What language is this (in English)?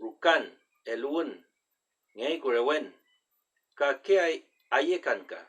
Mapuche